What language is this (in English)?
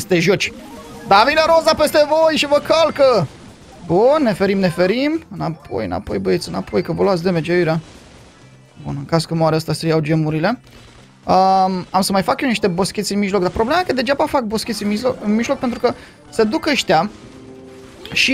Romanian